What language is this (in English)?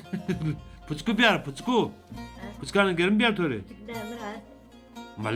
Zaza